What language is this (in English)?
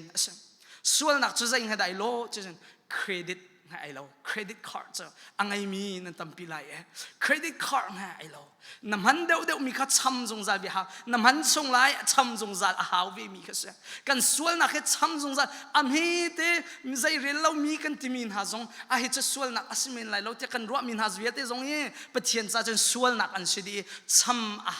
Hakha Chin